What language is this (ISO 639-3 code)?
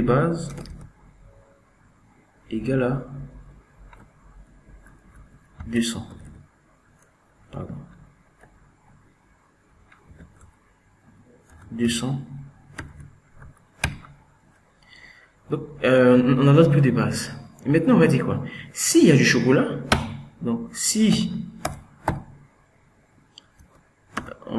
fra